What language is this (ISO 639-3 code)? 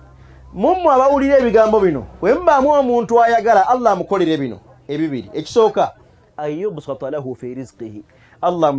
lug